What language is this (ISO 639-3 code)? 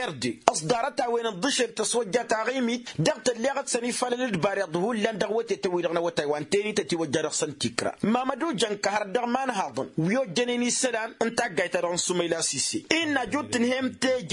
taq